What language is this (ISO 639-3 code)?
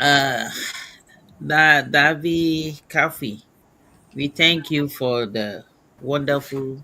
ewe